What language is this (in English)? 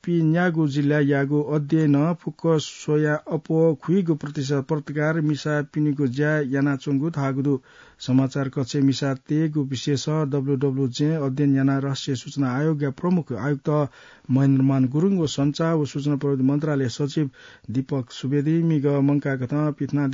Newari